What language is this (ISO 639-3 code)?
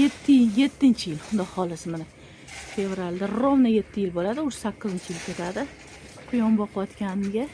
uzb